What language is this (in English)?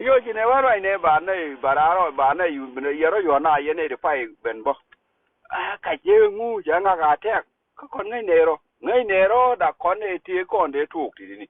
Nuer